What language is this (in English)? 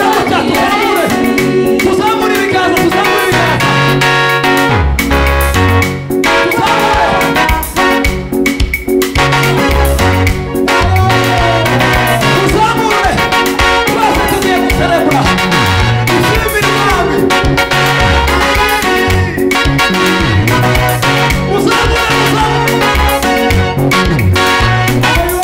Kinyarwanda